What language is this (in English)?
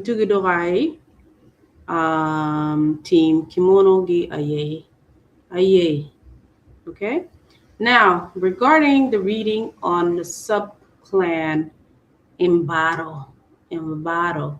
Acoli